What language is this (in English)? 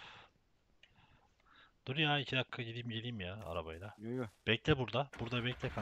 Turkish